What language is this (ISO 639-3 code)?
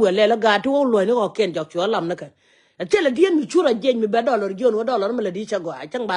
nus